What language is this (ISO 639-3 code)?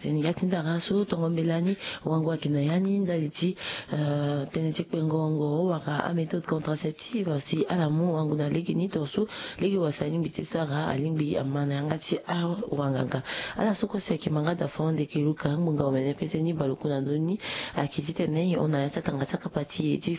sag